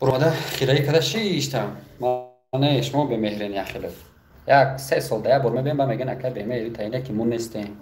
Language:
Tajik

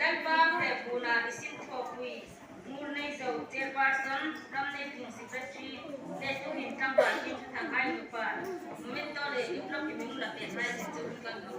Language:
Hmar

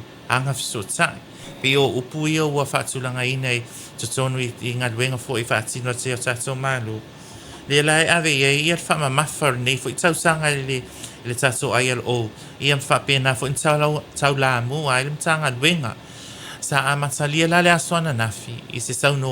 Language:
Samoan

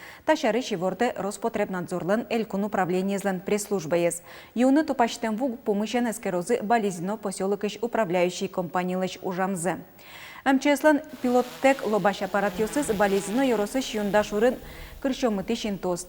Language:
Udmurt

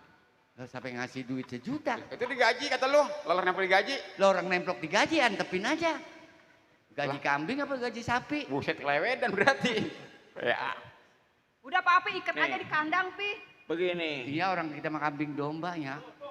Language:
Betawi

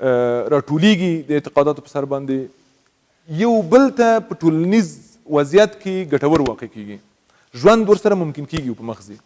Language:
Pashto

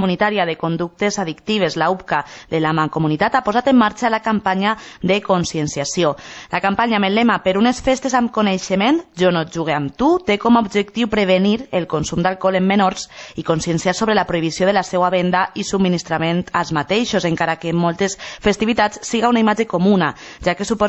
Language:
Catalan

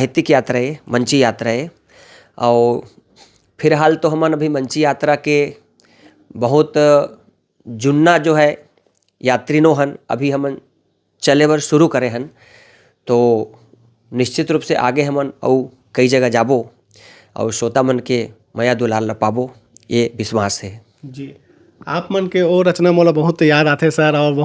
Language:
Chhattisgarhi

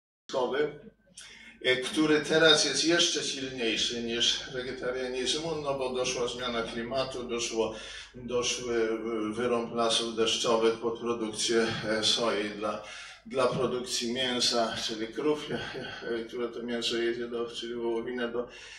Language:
Polish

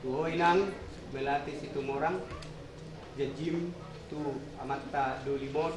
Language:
Batak Toba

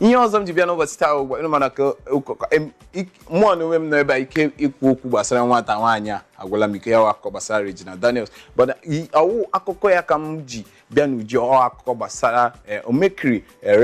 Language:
Igbo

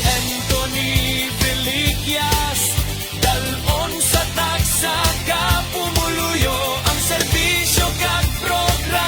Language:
Hiligaynon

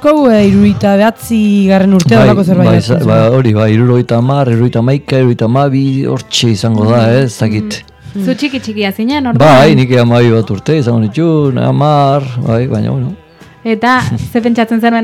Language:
Basque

